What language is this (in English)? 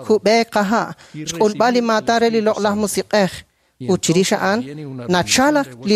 Kekchí